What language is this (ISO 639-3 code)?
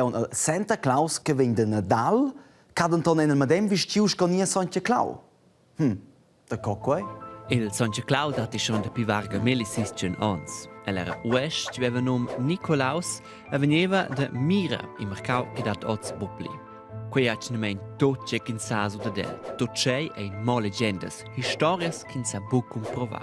roh